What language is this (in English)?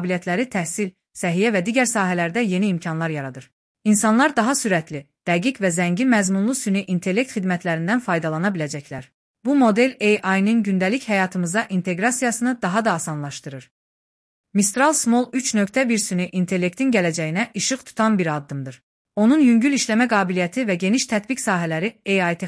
Azerbaijani